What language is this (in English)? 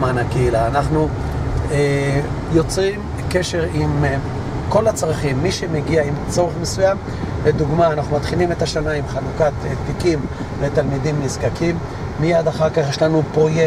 Hebrew